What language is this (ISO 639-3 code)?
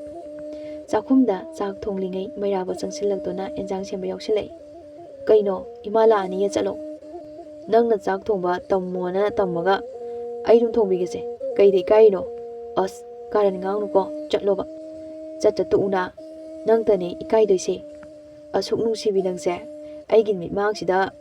mni